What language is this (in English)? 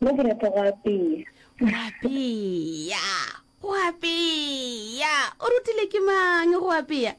Northern Sotho